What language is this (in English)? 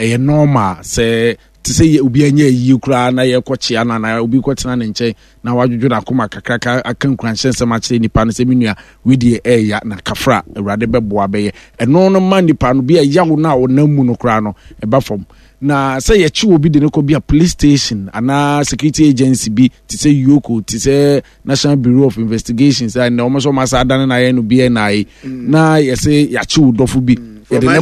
Akan